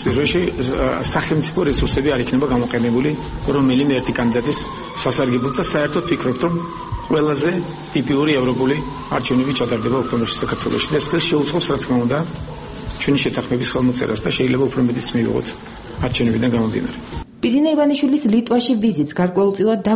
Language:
Georgian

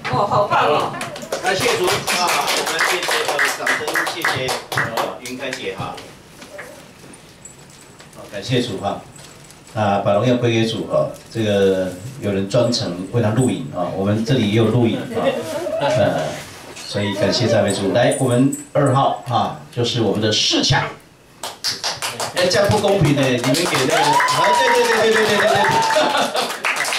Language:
Chinese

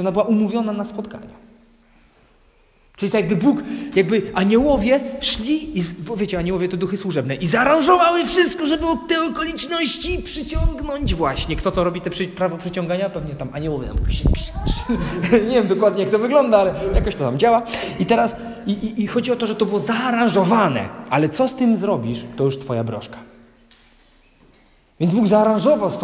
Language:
Polish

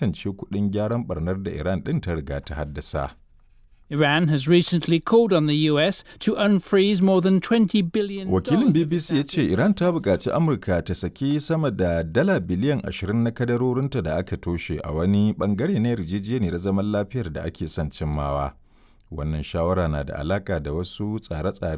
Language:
Hausa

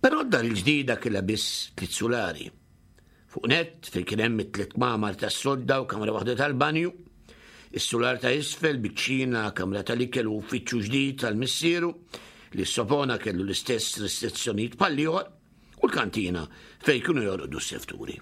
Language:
Maltese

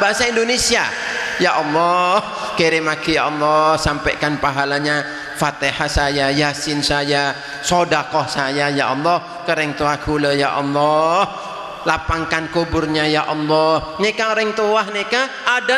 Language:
Madurese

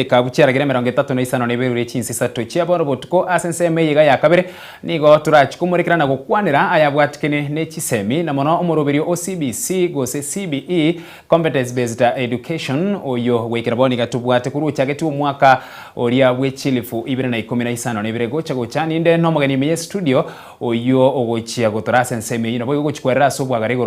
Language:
Gusii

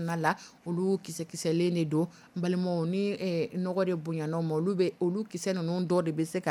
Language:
Dyula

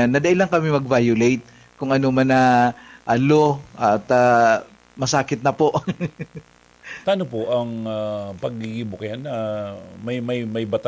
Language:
Bikol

